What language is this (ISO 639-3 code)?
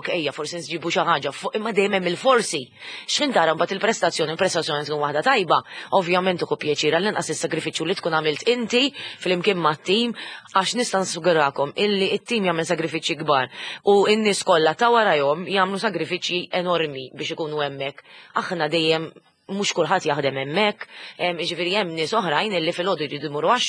mlt